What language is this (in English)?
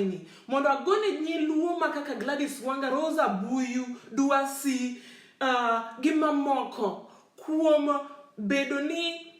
Luo (Kenya and Tanzania)